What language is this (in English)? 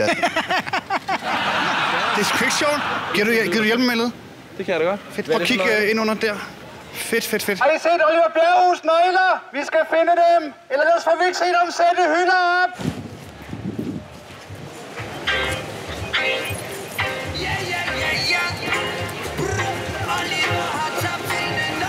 Danish